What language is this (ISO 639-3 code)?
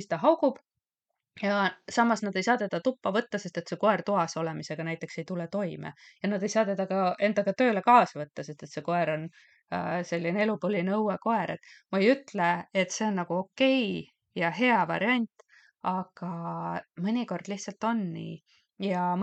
est